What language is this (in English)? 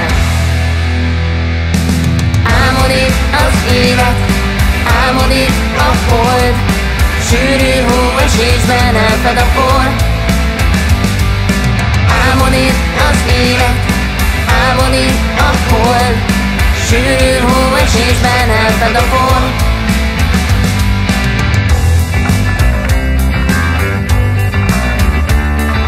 Hungarian